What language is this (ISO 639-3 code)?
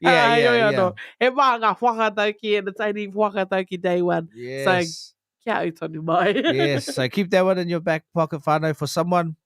mri